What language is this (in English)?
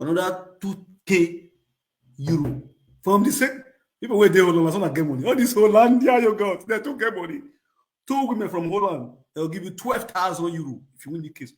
Nigerian Pidgin